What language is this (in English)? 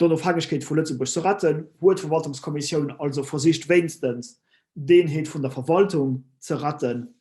Luxembourgish